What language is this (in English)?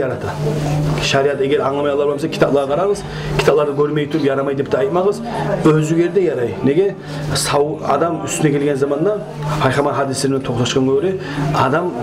Kumyk